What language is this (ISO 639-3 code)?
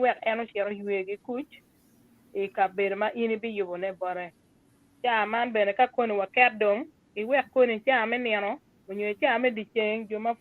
ach